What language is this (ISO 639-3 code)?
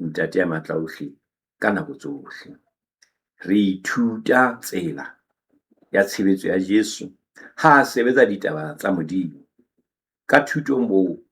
sot